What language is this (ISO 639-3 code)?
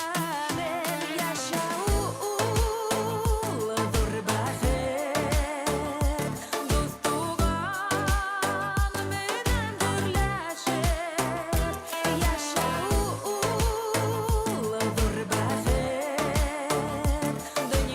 bak